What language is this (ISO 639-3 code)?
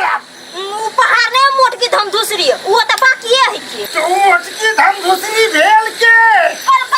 mai